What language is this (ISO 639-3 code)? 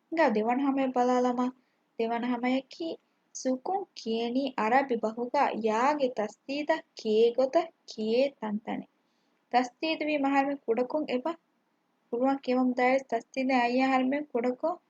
div